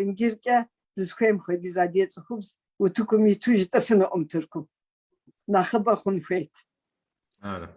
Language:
Kabardian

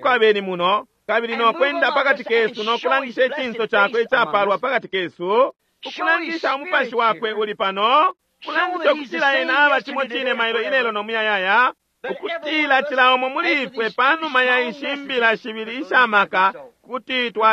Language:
Bemba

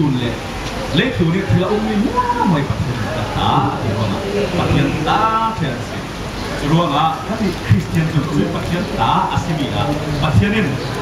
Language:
Falam Chin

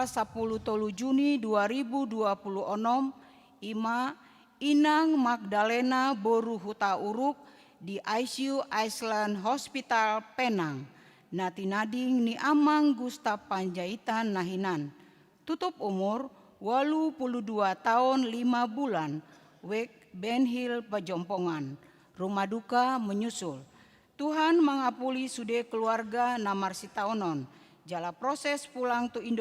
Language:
Batak Toba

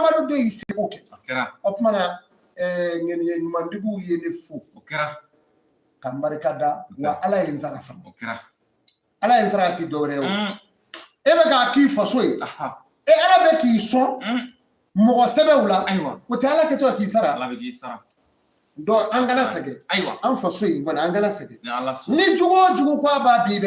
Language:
Bambara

